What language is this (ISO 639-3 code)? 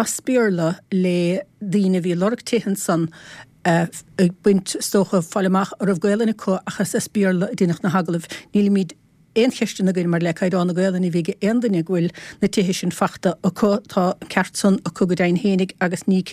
gle